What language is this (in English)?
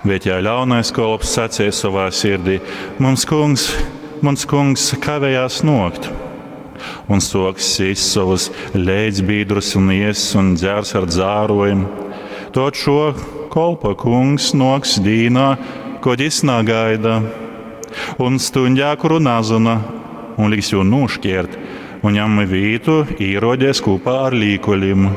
Latgalian